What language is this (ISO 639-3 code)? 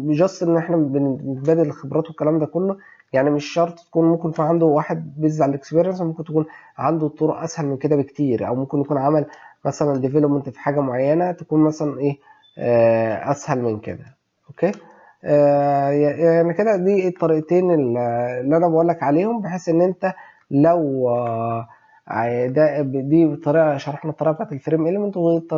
arz